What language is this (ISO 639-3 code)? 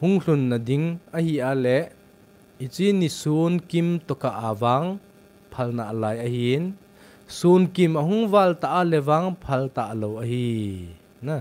tcz